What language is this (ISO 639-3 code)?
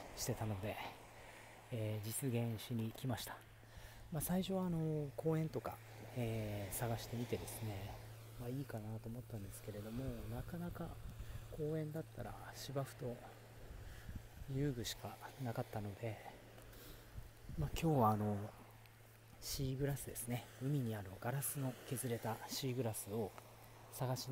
jpn